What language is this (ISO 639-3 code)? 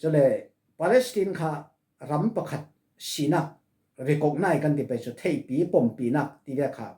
cfm